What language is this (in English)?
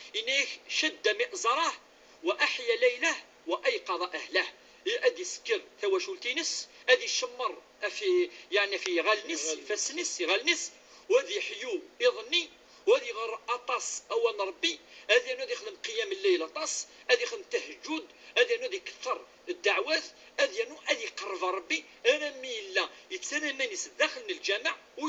Kabyle